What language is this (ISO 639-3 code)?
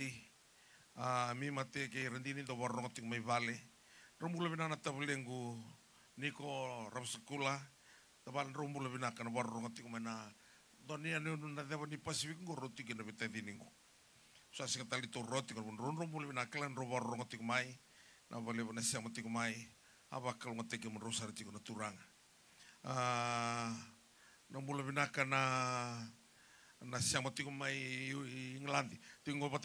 fij